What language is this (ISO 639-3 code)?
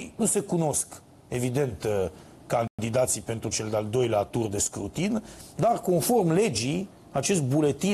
ron